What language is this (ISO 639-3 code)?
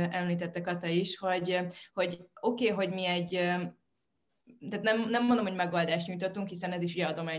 hun